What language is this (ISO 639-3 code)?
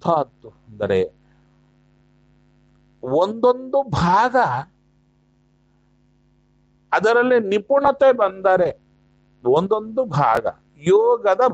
kan